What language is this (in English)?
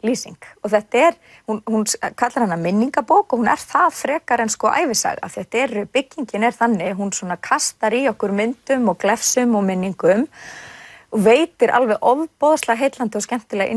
Icelandic